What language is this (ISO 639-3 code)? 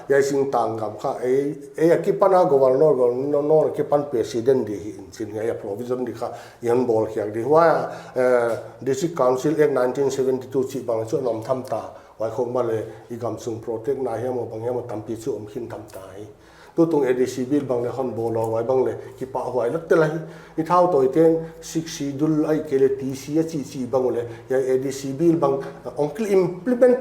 pck